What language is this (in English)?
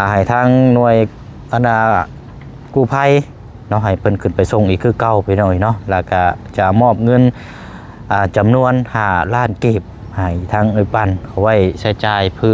Lao